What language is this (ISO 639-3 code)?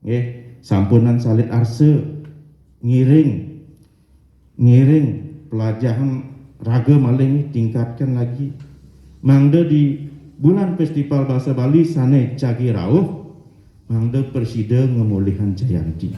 ban